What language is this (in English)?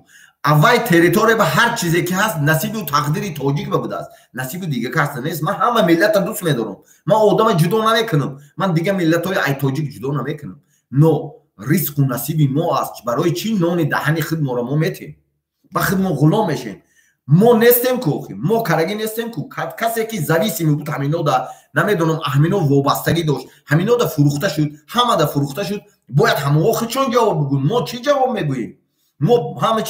Tajik